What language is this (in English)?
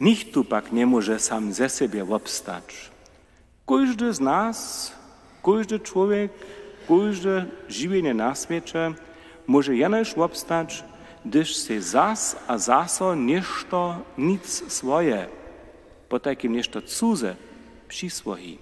Upper Sorbian